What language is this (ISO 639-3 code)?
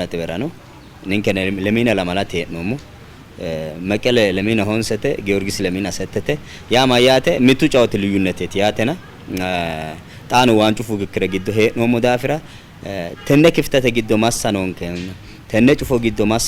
sid